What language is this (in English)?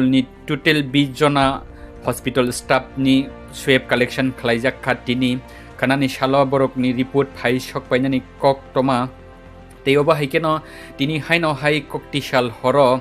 Kok Borok